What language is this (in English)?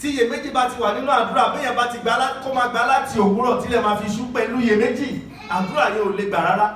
Yoruba